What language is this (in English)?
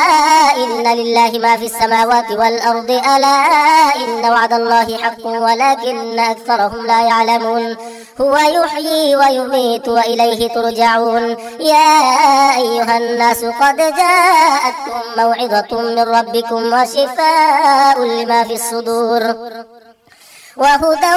Arabic